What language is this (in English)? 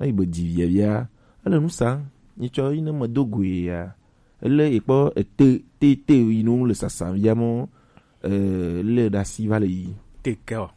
Gen